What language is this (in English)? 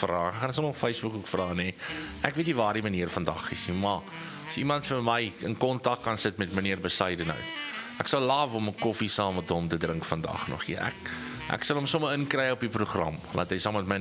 Afrikaans